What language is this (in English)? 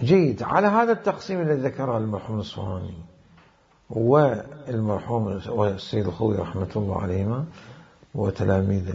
Mesopotamian Arabic